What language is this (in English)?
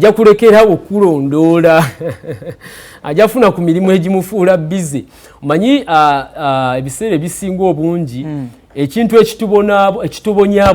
Ganda